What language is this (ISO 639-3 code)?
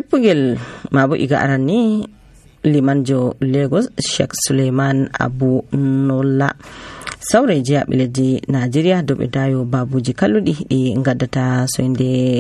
fuv